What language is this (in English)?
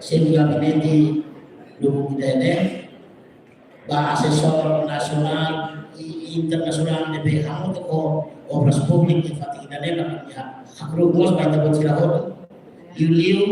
Tetum